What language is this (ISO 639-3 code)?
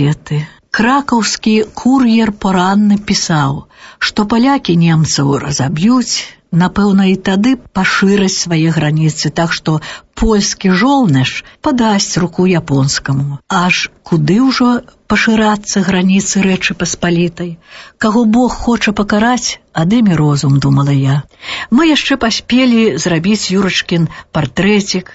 bel